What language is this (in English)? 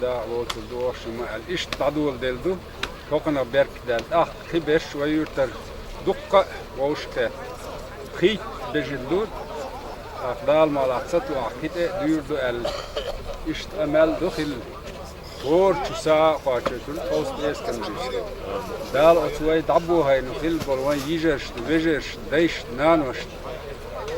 Chechen